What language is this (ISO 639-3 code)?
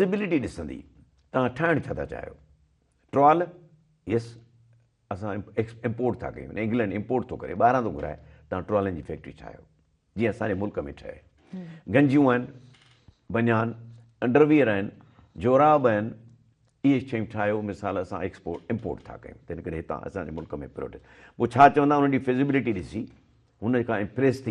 snd